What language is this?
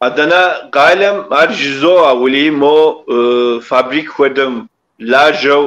Kabardian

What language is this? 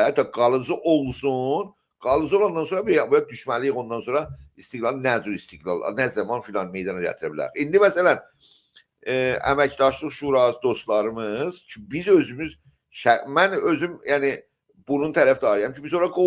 South Azerbaijani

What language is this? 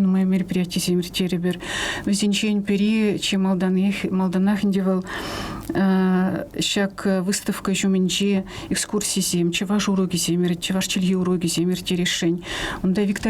Chuvash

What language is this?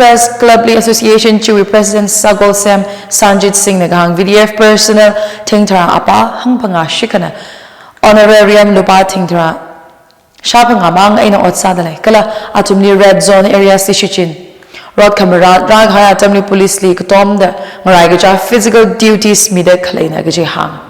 Tangkhul Naga (India)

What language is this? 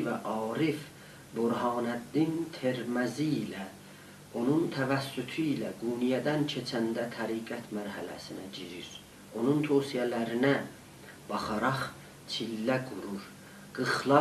South Azerbaijani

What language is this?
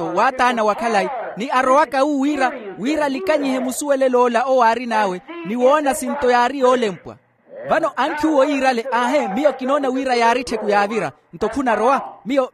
Makhuwa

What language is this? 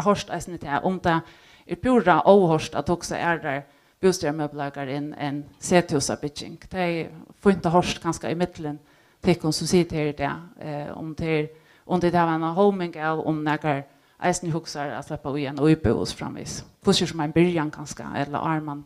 Faroese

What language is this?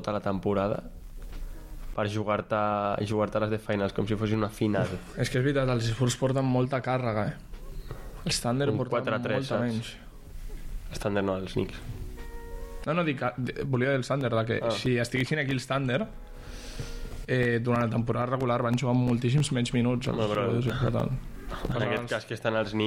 Catalan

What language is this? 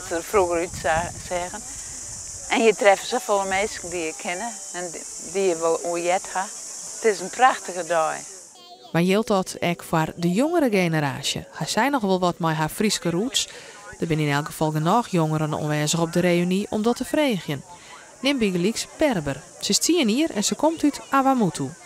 Western Frisian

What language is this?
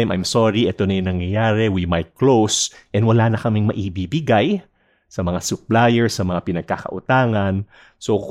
Filipino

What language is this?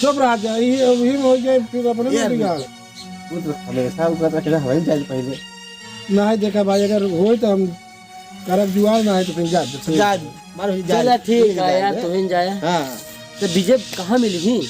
Awadhi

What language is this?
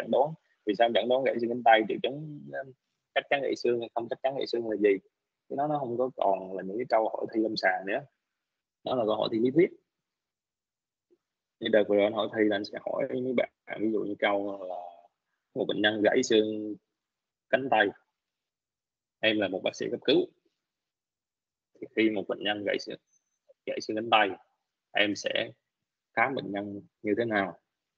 Vietnamese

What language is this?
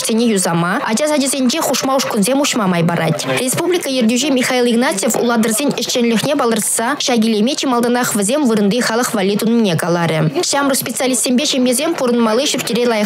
Chuvash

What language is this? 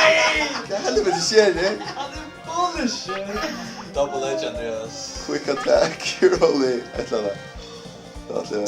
Faroese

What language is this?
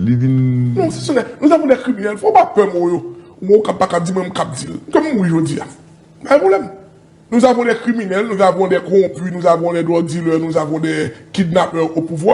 Haitian Creole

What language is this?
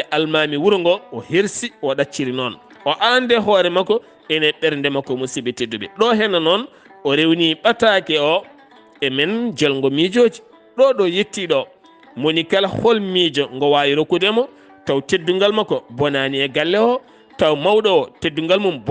Fula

